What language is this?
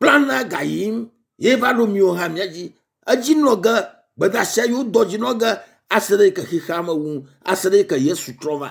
Ewe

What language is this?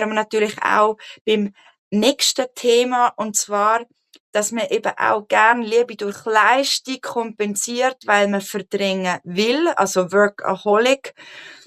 Swiss German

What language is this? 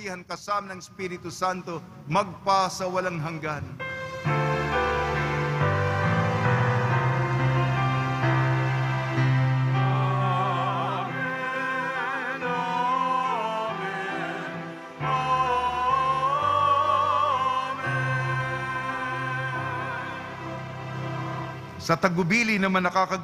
Filipino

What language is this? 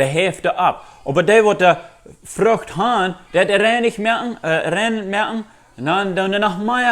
Plautdietsch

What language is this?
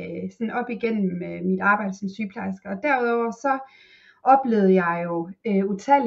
Danish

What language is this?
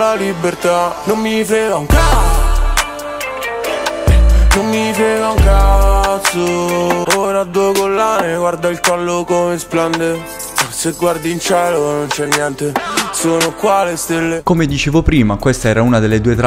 Italian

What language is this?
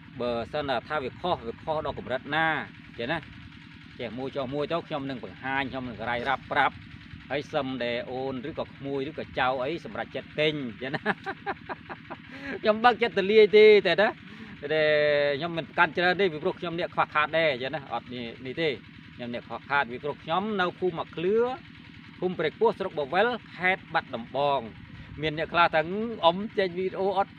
Khmer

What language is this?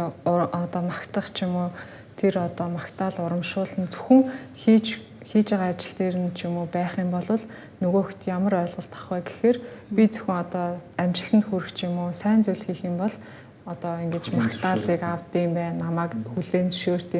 Mongolian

